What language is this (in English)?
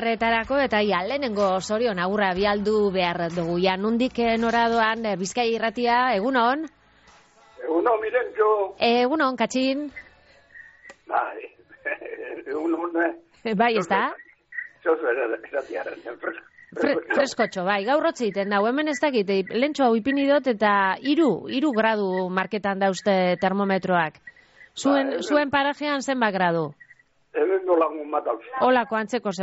Basque